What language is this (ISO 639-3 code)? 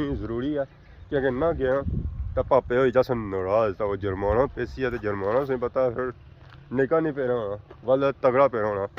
phr